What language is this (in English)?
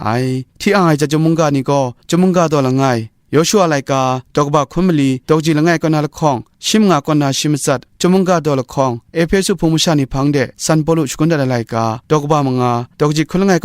Kachin